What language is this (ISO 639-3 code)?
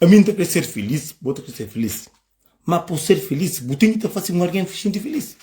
kea